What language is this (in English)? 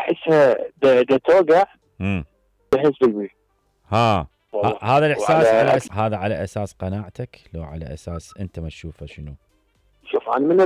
Mesopotamian Arabic